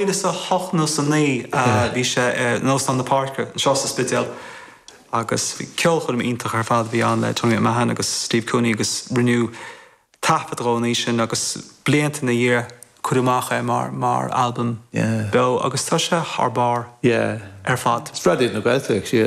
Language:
Irish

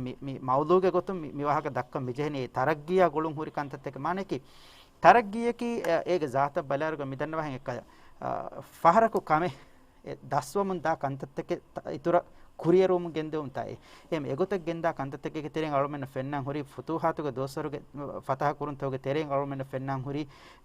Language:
Divehi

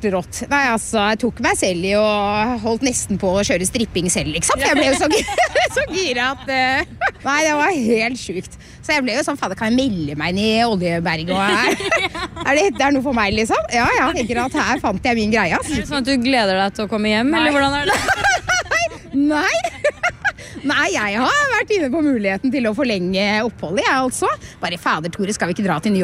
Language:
Norwegian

